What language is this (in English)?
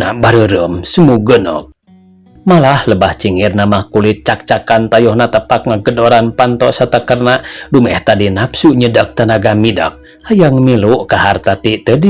Sundanese